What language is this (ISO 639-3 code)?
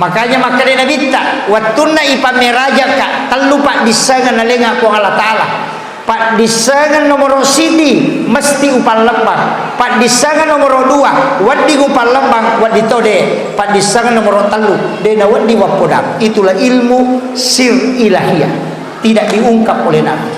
bug